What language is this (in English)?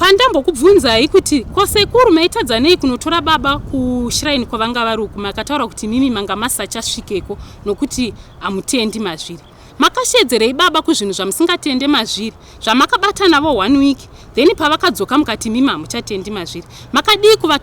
Shona